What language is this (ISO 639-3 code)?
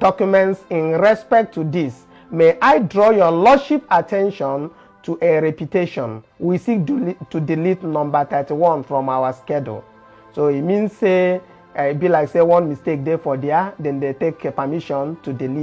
pcm